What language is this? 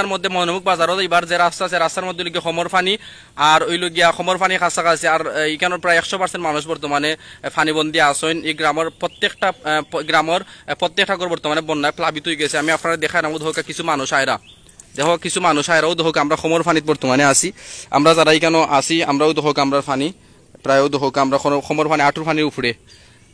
Sylheti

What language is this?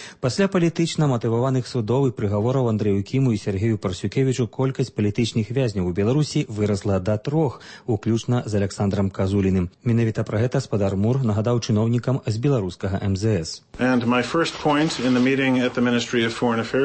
Belarusian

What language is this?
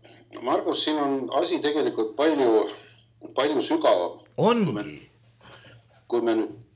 Estonian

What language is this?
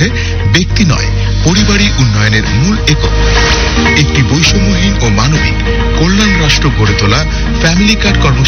Bangla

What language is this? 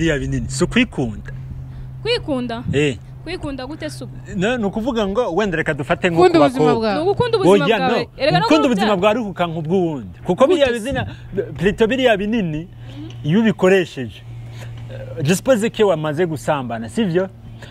Kinyarwanda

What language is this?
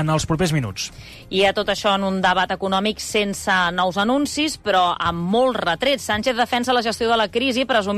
Catalan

